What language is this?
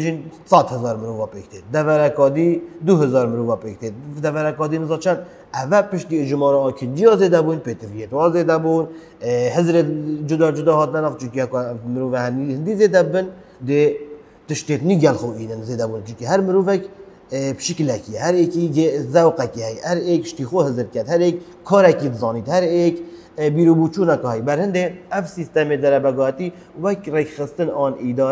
Kurdish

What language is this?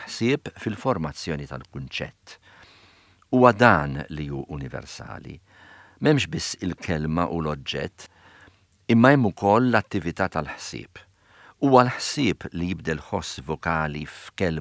Maltese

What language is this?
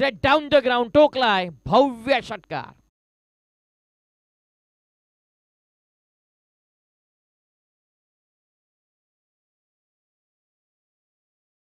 Marathi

